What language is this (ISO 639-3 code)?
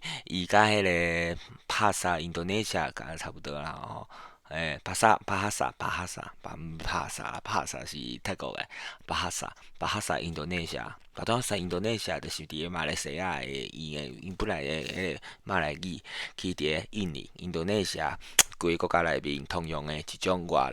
nan